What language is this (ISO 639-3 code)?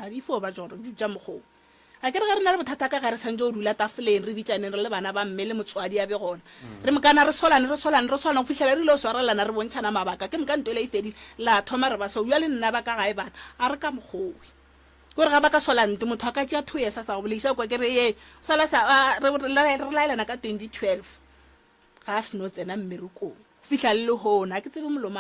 nso